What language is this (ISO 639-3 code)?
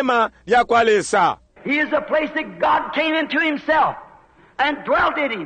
bem